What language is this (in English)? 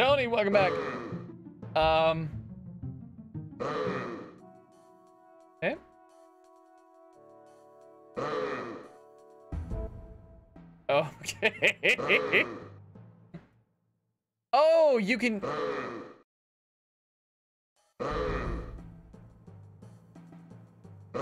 English